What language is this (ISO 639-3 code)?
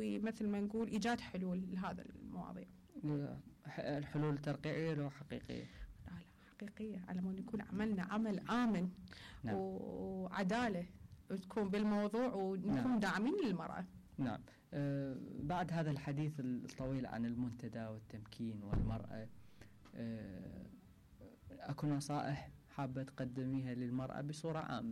acm